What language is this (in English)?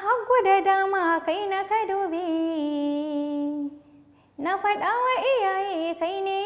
Hausa